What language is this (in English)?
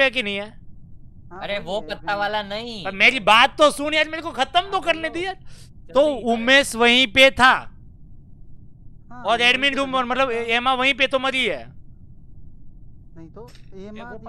Hindi